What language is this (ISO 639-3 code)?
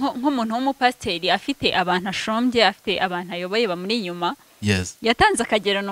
kin